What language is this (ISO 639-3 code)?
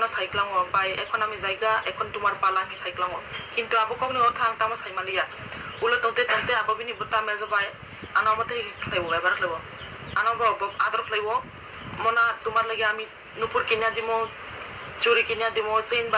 trp